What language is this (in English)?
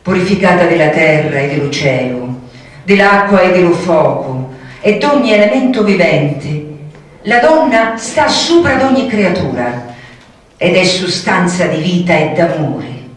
Sicilian